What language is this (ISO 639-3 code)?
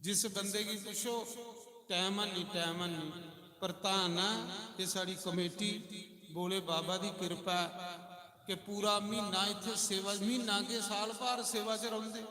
doi